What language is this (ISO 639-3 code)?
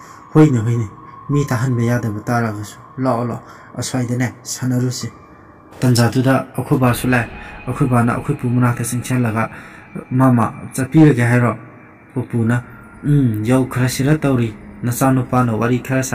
mni